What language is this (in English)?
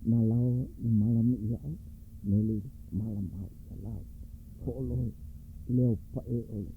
Hawaiian